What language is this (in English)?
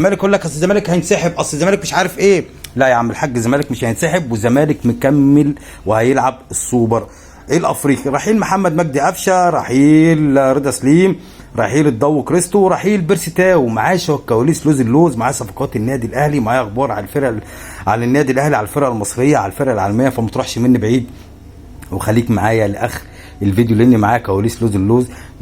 Egyptian Arabic